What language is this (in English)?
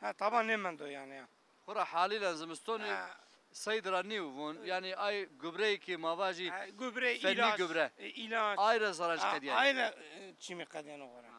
Zaza